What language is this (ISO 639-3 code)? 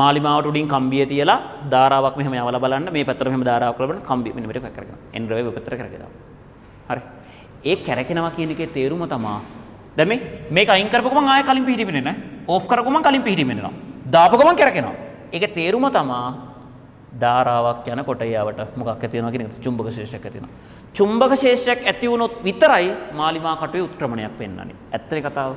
sin